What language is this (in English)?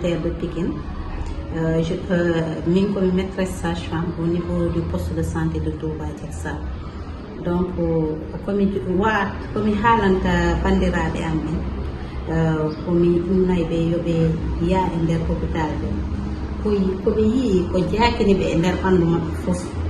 Fula